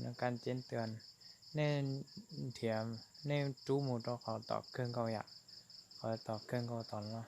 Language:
Hmong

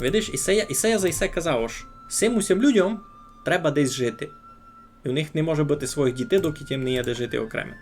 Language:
Rusyn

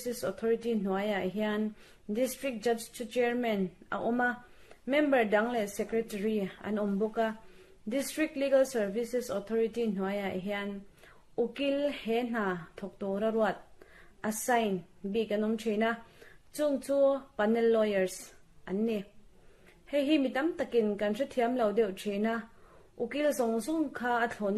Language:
Mizo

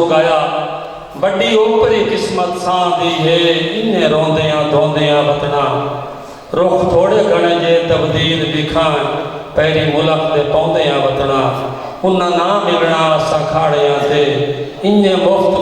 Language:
Saraiki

